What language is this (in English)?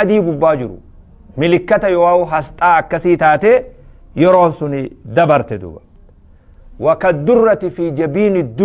Oromo